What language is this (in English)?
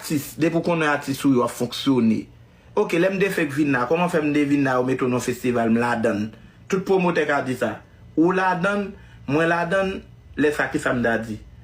Haitian Creole